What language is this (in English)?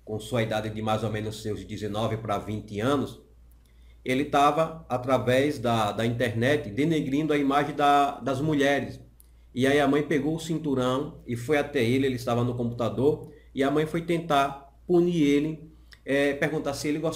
Portuguese